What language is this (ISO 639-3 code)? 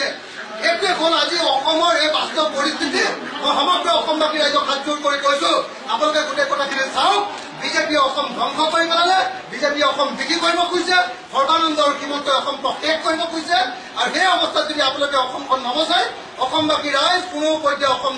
asm